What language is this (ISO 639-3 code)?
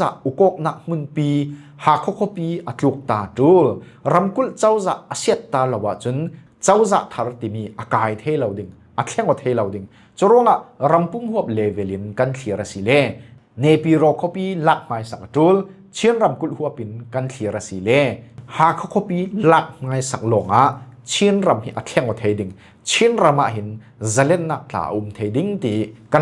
cfm